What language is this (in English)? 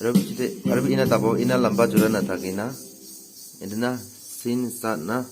Naga Pidgin